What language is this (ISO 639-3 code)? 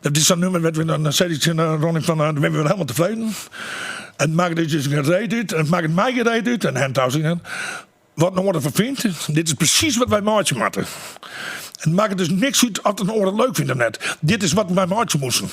fry